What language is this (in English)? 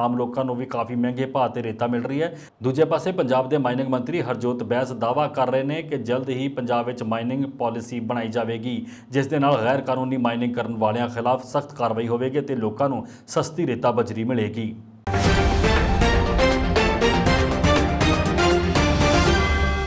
Punjabi